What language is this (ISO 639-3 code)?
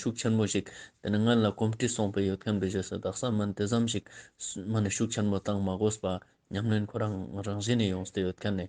lbj